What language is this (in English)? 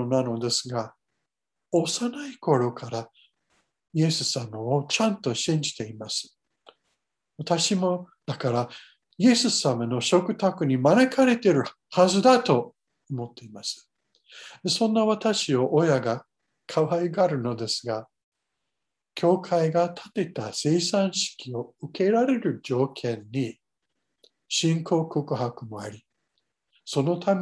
Japanese